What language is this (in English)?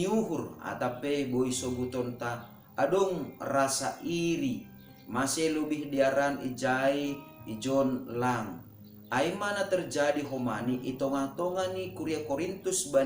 Batak Simalungun